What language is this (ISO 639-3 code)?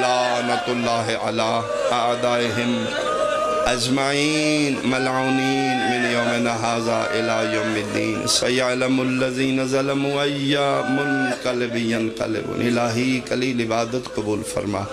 phr